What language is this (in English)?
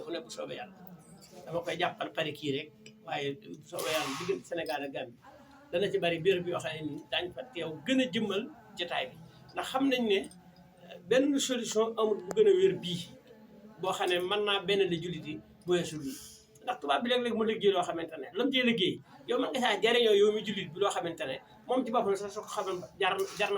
Wolof